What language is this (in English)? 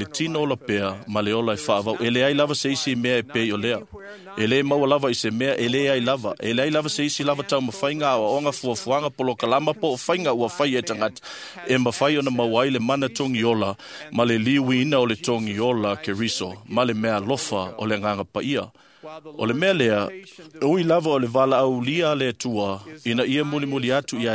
Samoan